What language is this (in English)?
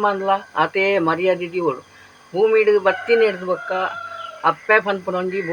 Tulu